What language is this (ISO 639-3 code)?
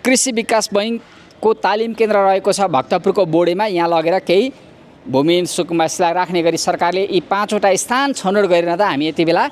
nep